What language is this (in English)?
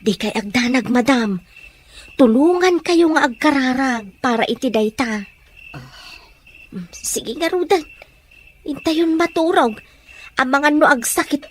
Iloko